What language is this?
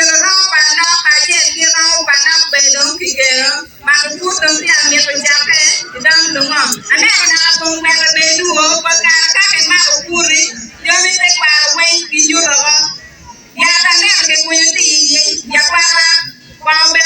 Acoli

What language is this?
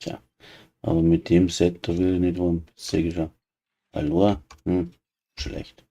Bavarian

